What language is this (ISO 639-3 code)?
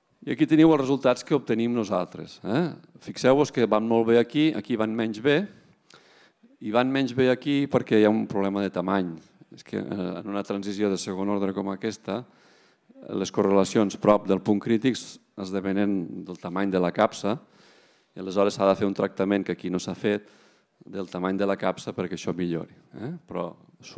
cat